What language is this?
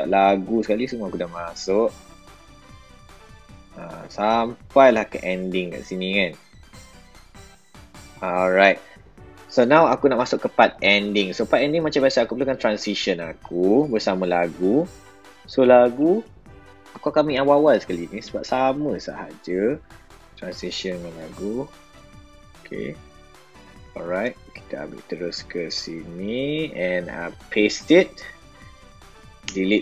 Malay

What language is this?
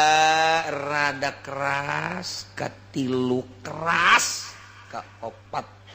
Sundanese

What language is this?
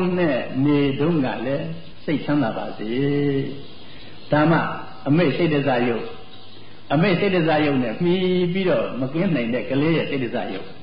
Burmese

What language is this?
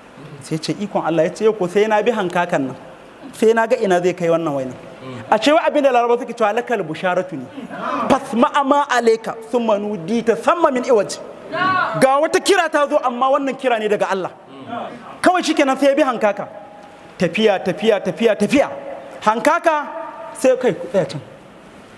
Hausa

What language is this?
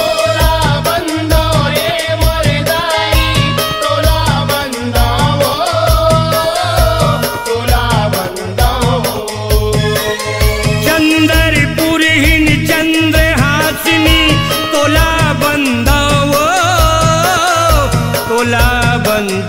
Chhattisgarhi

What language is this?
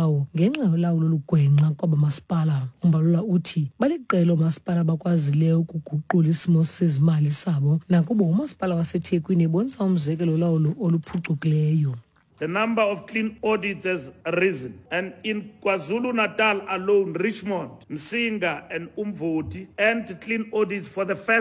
Xhosa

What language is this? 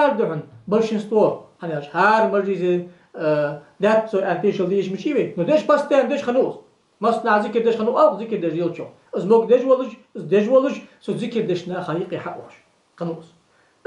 Ingush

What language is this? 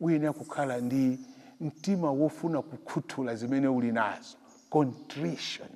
Nyanja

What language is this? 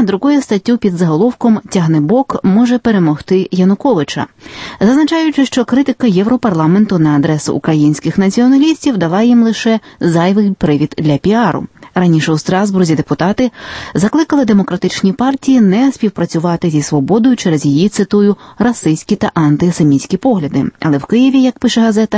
Ukrainian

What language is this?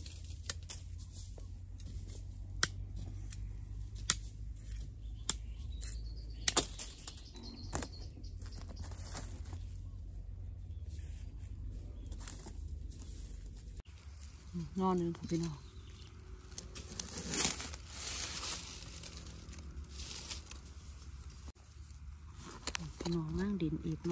Thai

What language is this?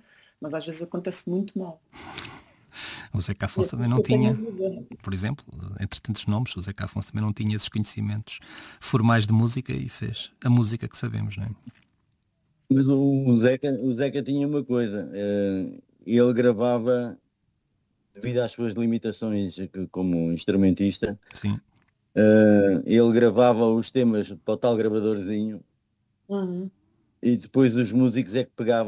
Portuguese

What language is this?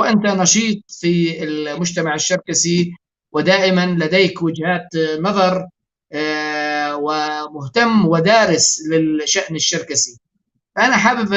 North Levantine Arabic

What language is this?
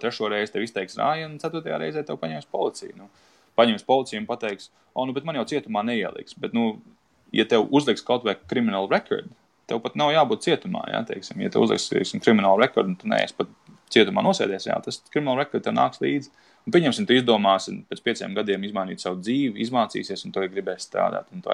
Latvian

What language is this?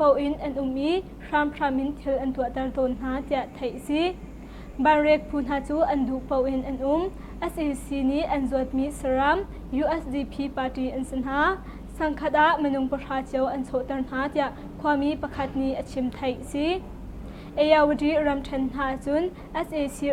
Hakha Chin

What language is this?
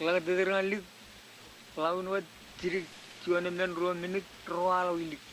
Marshallese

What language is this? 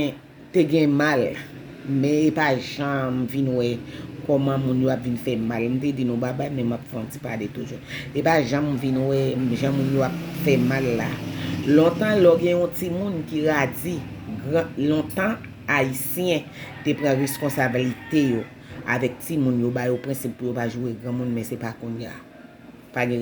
Haitian Creole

